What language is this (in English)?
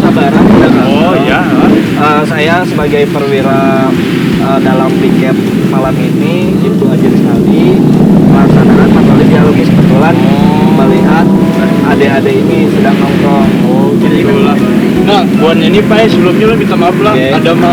Banjar